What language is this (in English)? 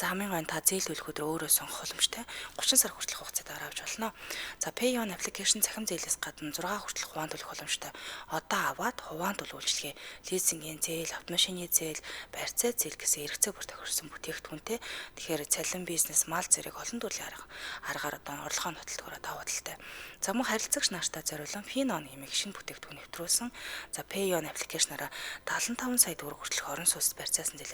Mongolian